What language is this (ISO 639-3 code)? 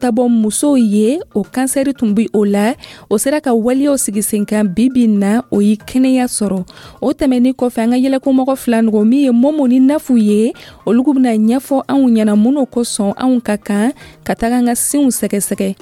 dyu